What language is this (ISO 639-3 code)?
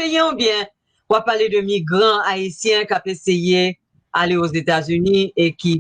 hat